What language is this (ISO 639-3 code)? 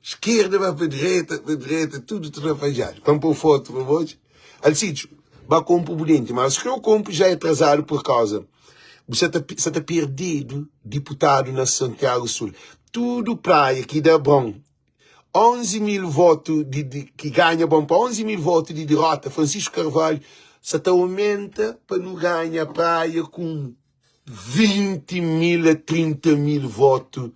kea